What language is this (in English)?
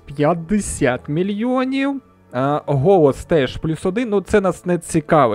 Ukrainian